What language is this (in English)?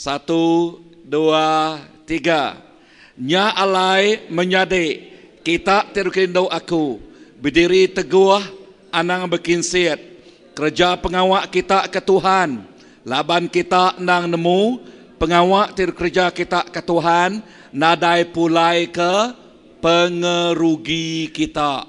Iban